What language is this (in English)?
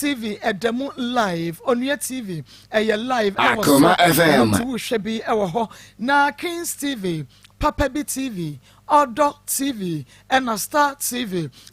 Akan